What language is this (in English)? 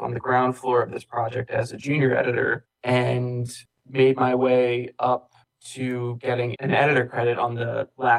English